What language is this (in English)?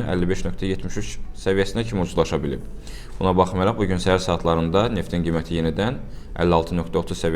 Azerbaijani